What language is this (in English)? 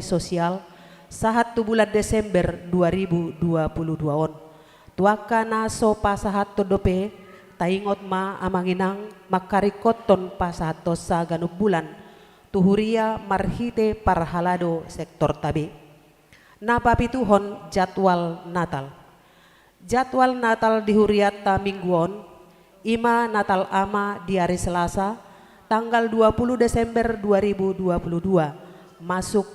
Batak Toba